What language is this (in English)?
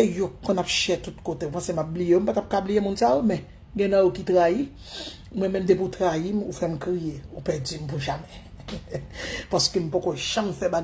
Haitian Creole